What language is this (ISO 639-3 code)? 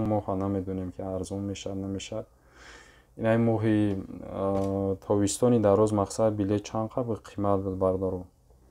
tgk